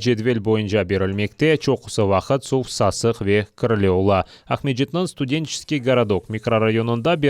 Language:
Crimean Tatar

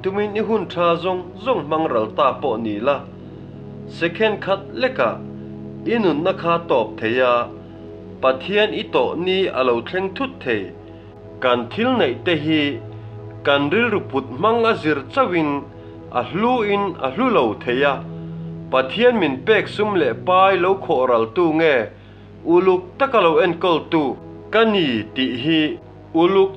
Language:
Mizo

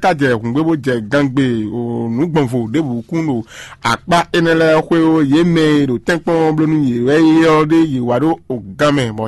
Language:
Fon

